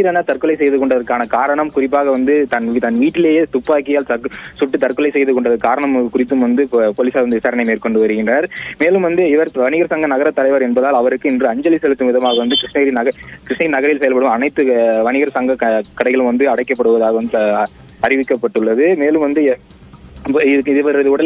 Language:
Tamil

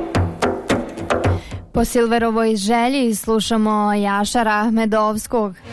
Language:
Serbian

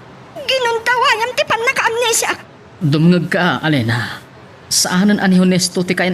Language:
Iloko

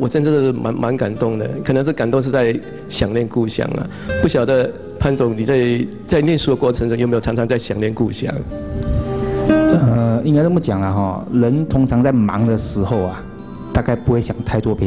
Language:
Chinese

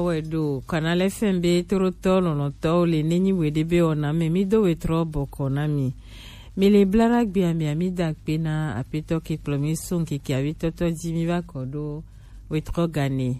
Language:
Gen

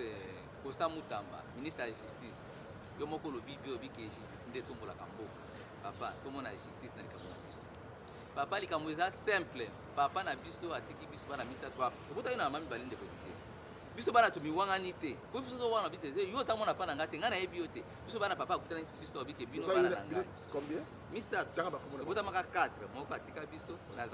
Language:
Lingala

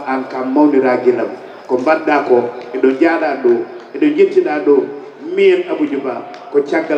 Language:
Fula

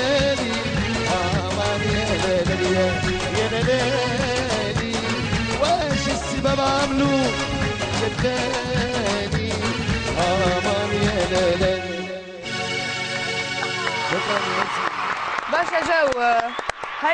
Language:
Tunisian Arabic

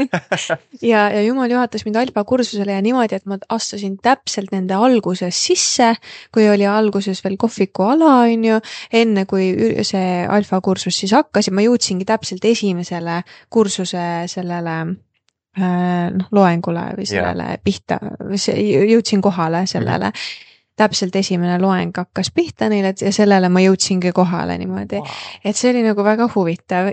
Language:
Estonian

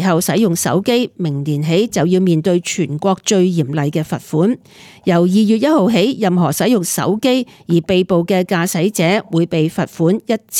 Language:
Cantonese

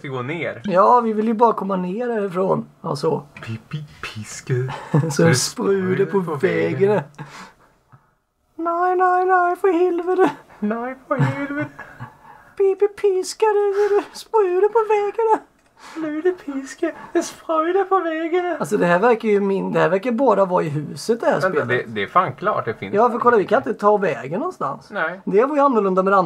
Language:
Swedish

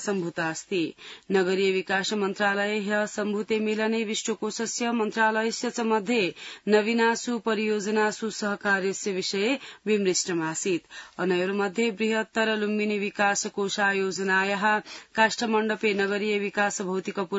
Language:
Sanskrit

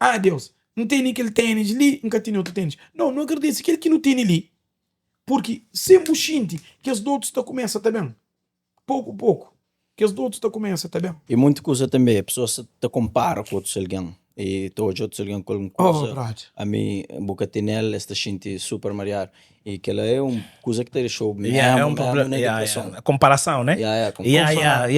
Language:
Kabuverdianu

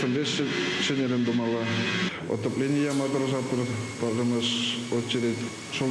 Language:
Chuvash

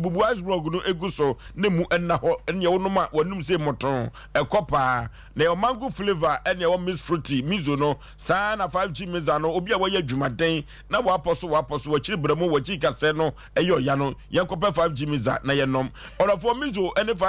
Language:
Akan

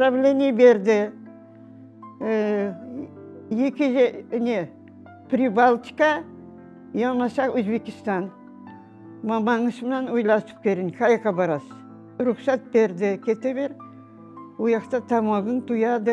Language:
Kara-Kalpak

